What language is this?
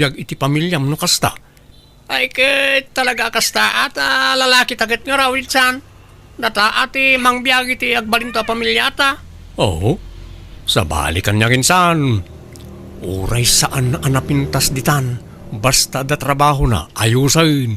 Iloko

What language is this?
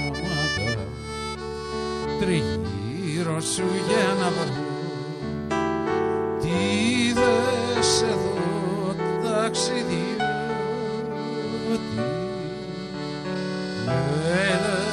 Greek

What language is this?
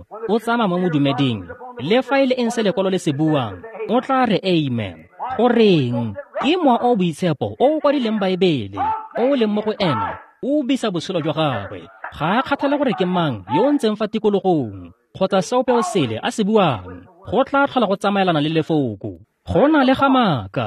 Tswana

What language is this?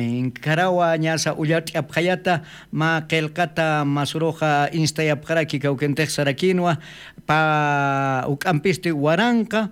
Aymara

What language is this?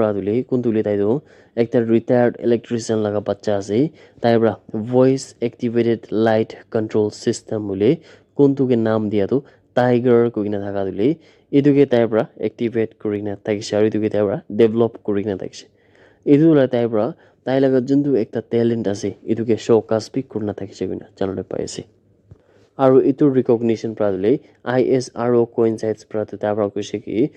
Naga Pidgin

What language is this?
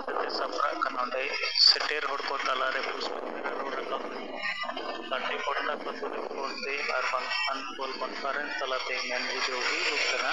Santali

